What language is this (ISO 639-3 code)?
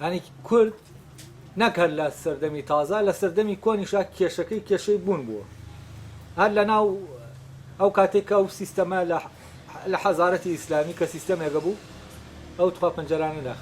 ckb